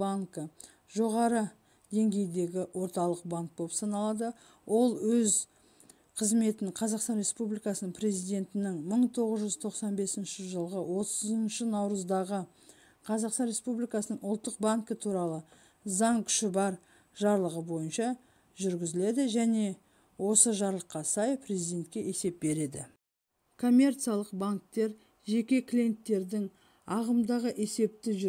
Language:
Kazakh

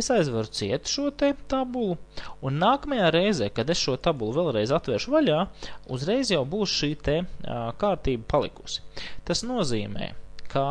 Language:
Latvian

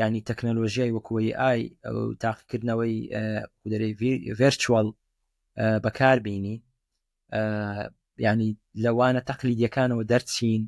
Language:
Central Kurdish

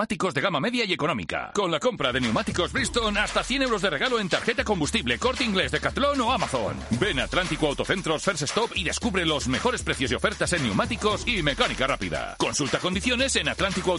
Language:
Spanish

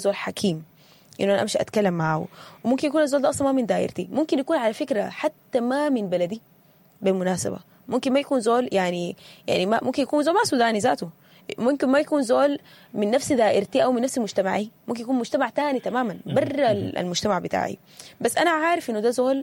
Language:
Sudanese Arabic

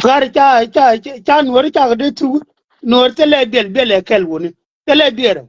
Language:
Nuer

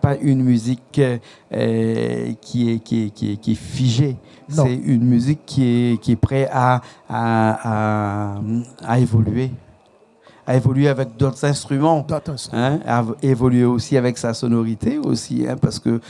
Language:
Réunion Creole French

